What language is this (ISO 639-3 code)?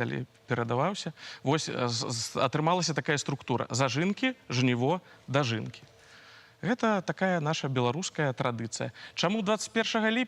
bel